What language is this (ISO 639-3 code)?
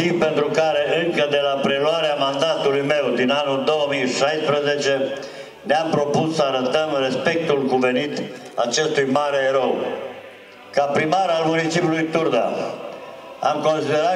ron